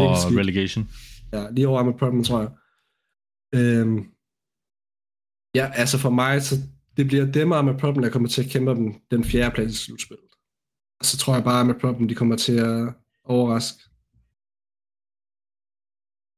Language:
Danish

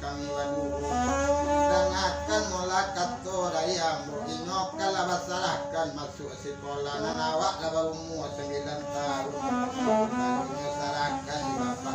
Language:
Minangkabau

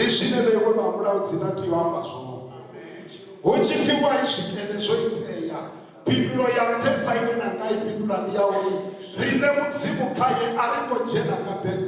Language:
Venda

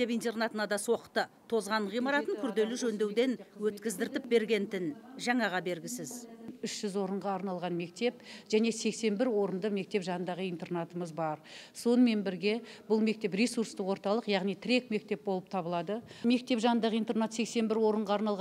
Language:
Kazakh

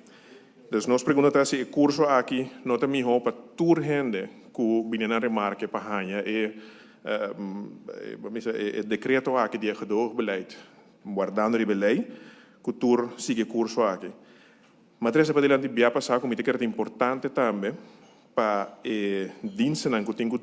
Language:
Papiamento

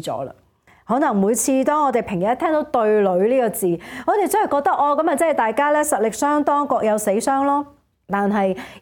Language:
Cantonese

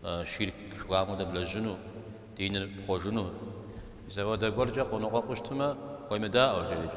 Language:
Kabardian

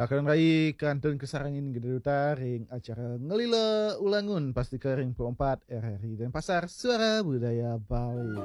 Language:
Balinese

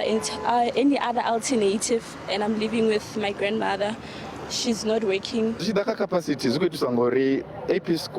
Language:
Venda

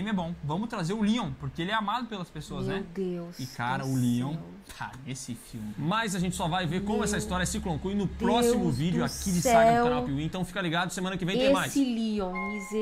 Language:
Portuguese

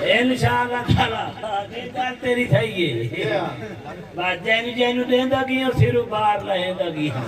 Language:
Saraiki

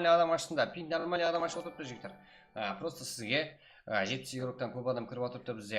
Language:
Kara-Kalpak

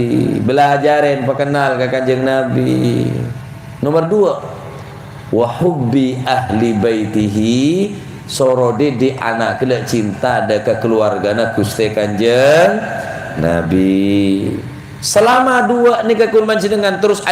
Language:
Madurese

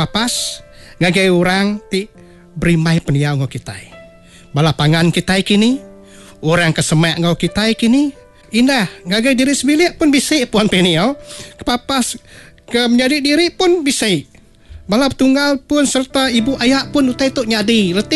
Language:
Iban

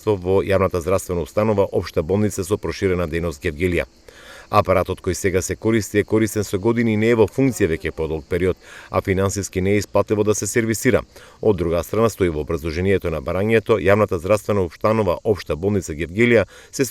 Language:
Macedonian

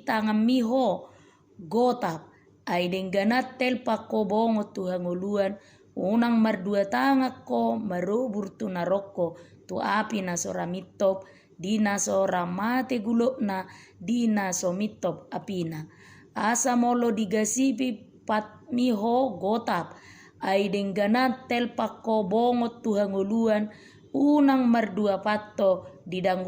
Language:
Batak Toba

